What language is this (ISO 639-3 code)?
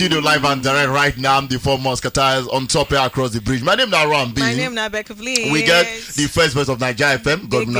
pcm